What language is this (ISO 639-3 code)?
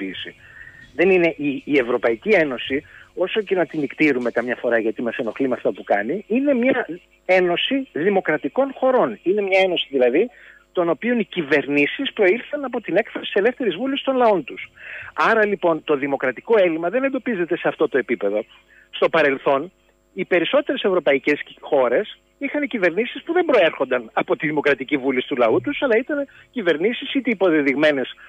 ell